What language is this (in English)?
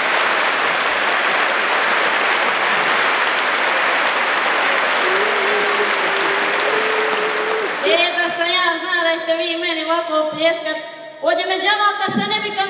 Croatian